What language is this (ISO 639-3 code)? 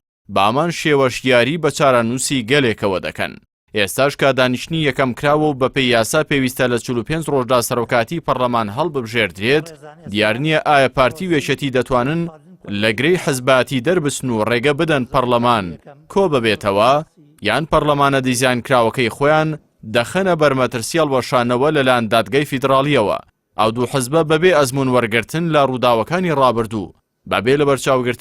ckb